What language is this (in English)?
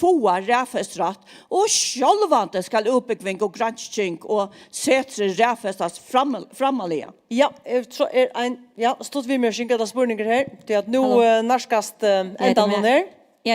Faroese